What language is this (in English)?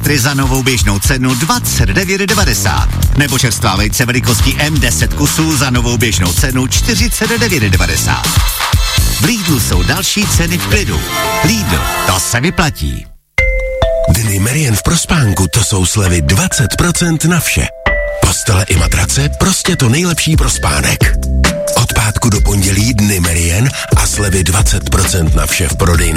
Czech